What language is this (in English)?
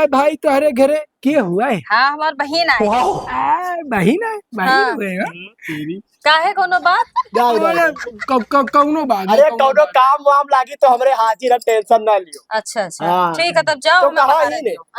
Awadhi